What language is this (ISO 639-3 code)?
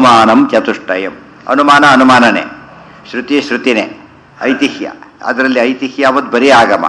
kan